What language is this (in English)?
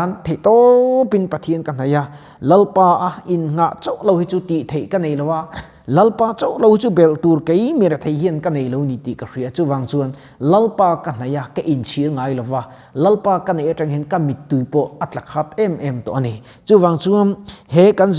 Mizo